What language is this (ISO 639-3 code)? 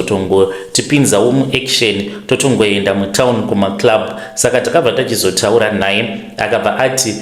sna